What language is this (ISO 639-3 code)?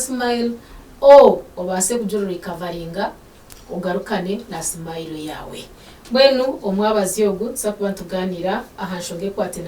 nyn